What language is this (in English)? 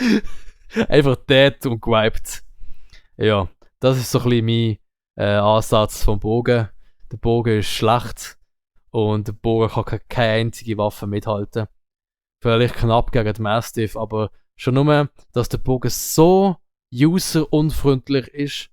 Swiss German